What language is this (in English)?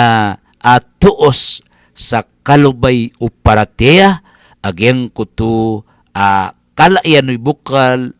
Maranao